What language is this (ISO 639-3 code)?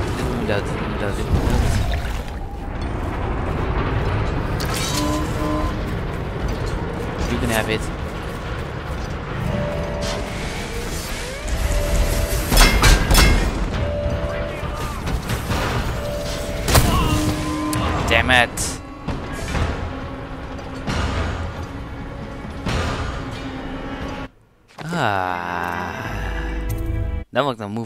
nld